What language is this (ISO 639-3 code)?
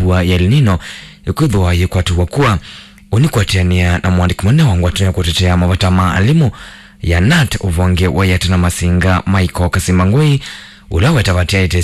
kam